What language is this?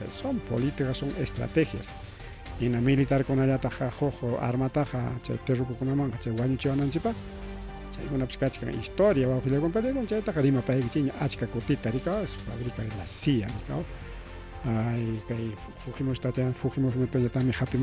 Ayacucho Quechua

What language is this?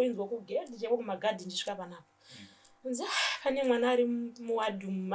Shona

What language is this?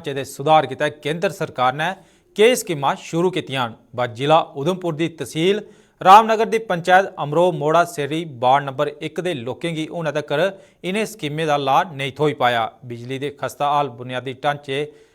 Dogri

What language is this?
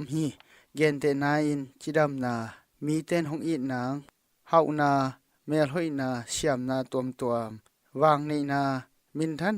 Tedim Chin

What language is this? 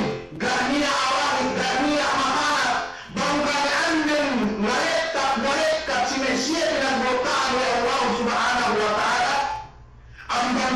Yakan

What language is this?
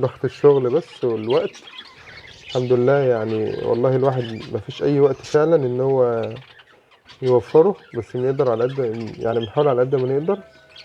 Egyptian Arabic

